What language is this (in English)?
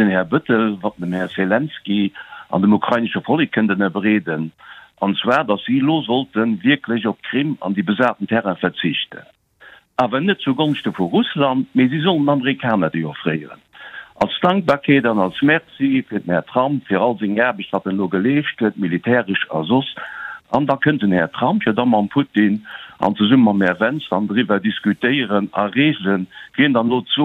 Luxembourgish